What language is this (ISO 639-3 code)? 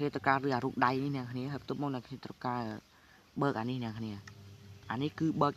khm